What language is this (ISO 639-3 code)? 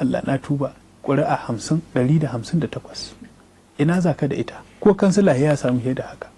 hau